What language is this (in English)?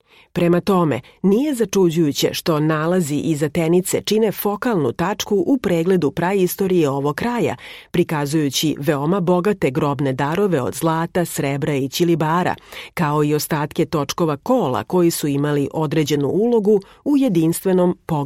Serbian